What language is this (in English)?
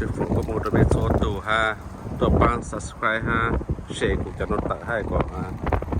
Hmong